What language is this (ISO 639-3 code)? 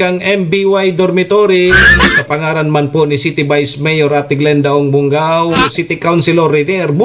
bik